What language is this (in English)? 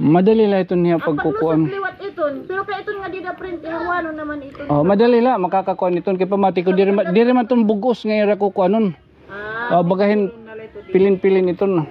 Waray